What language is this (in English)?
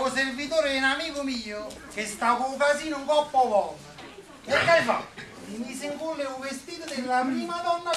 Neapolitan